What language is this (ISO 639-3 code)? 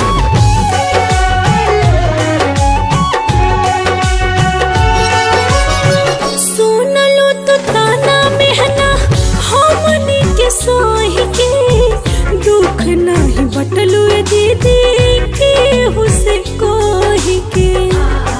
bho